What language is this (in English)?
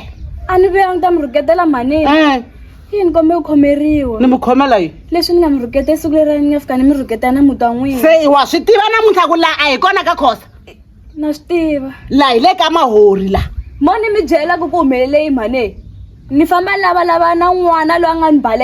Tsonga